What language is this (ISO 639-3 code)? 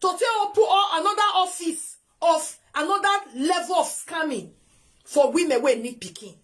pcm